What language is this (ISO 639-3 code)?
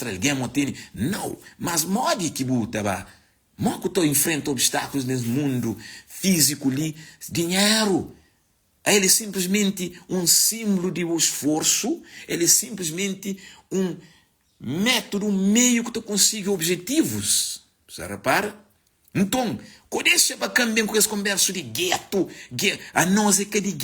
kea